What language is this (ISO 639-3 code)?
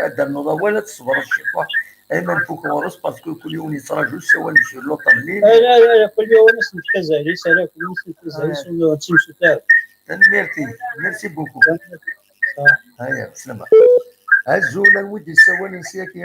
kab